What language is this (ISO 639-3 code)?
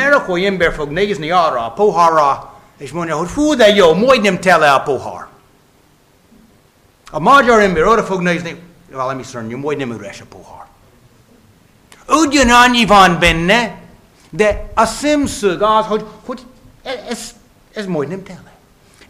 hun